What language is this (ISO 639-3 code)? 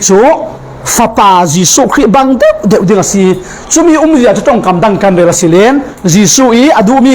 cfm